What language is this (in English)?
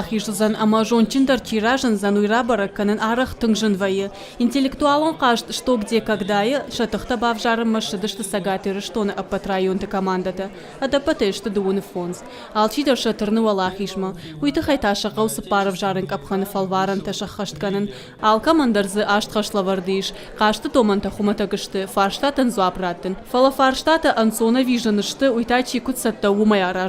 Ossetic